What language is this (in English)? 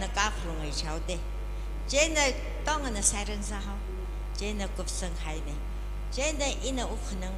Tangkhul Naga (India)